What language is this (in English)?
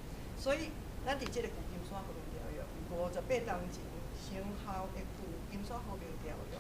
Min Nan Chinese